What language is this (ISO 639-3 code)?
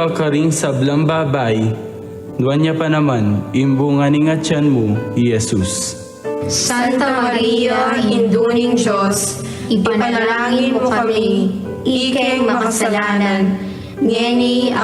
pam